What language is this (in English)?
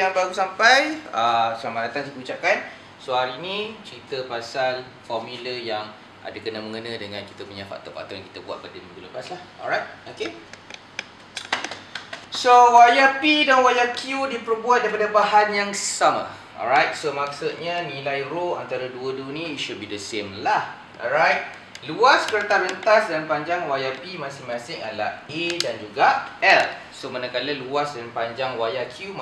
Malay